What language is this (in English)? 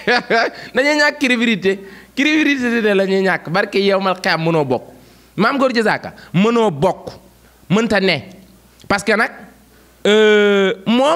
Wolof